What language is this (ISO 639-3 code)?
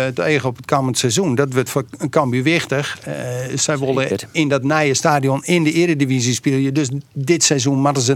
fry